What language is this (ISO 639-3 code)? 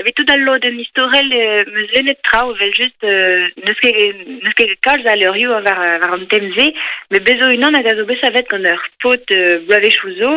bre